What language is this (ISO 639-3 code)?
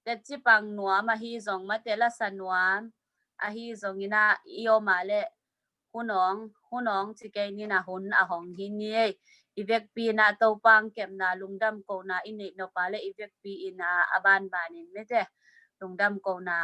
ctd